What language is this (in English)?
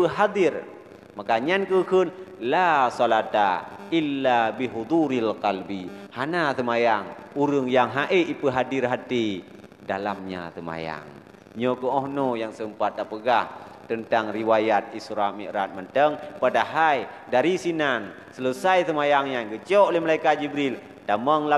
Achinese